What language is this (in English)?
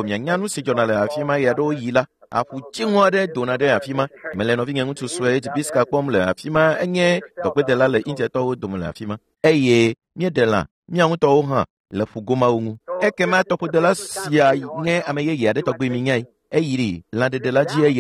Ewe